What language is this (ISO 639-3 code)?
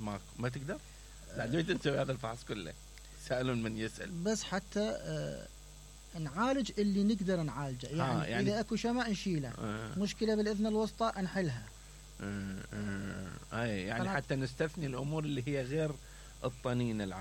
acm